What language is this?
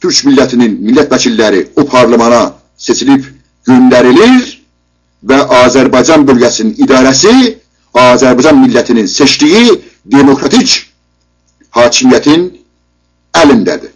South Azerbaijani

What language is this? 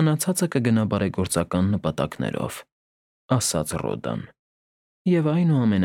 Armenian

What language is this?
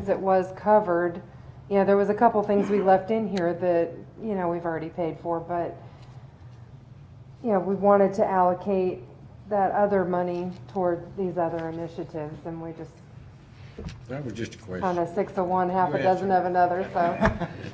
English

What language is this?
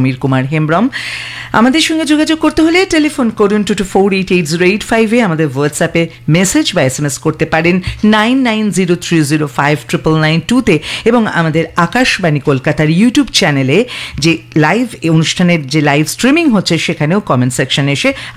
Bangla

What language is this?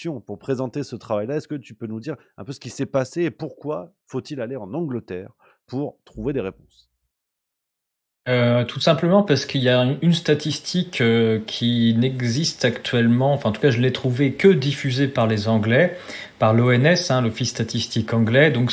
French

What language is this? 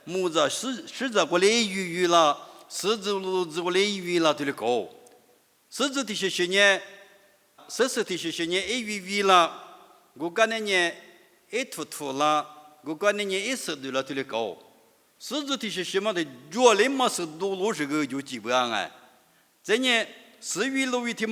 Lisu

